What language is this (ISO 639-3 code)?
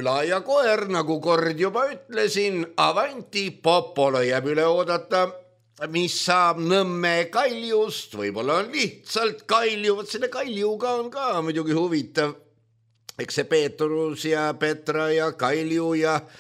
est